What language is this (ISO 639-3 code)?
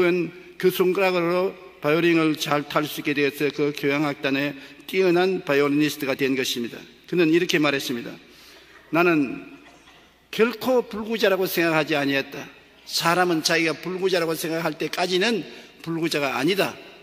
kor